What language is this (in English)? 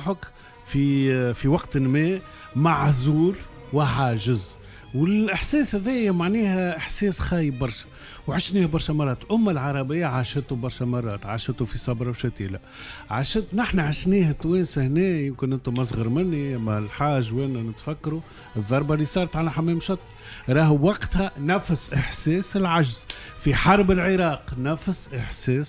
Tunisian Arabic